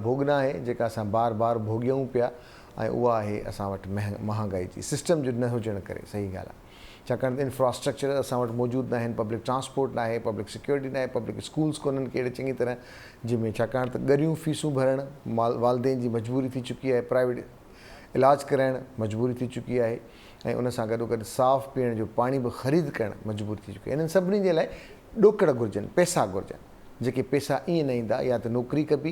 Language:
Sindhi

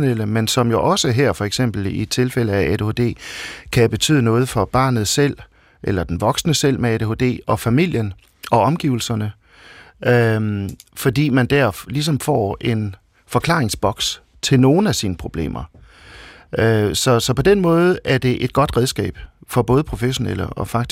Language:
Danish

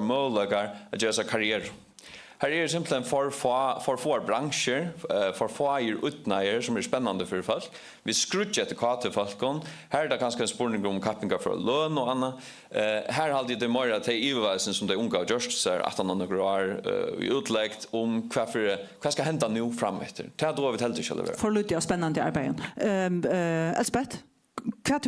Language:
Faroese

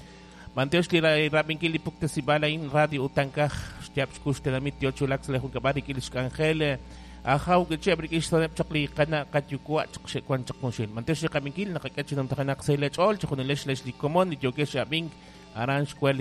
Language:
Kekchí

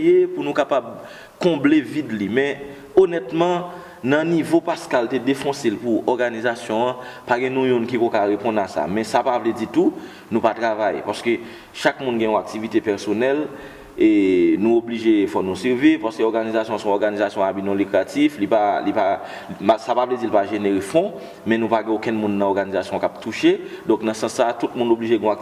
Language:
Haitian Creole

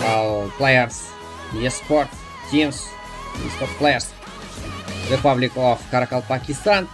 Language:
Kara-Kalpak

